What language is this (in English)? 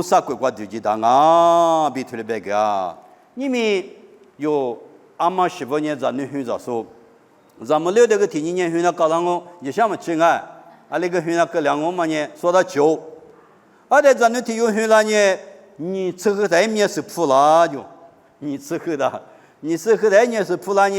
Lisu